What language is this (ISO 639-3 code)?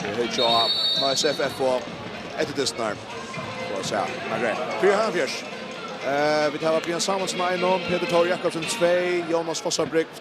fao